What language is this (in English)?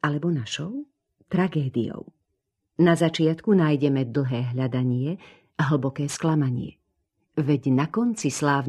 Slovak